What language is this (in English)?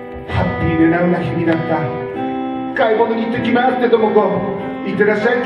Japanese